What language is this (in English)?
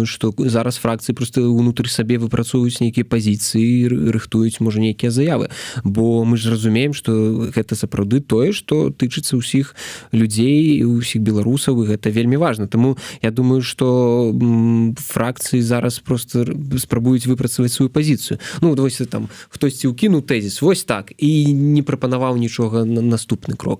Belarusian